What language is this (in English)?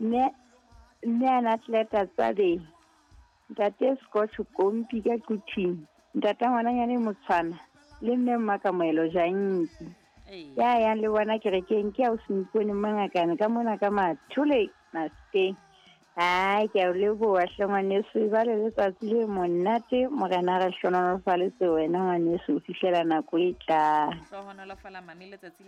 Southern Sotho